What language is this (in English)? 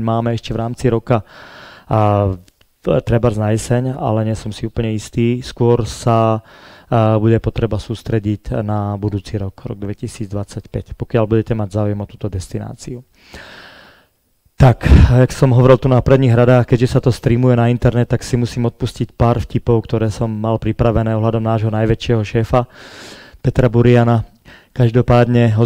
Slovak